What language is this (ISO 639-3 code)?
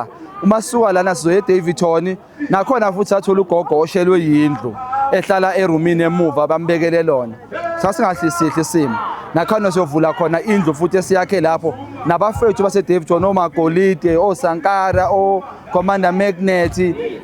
zul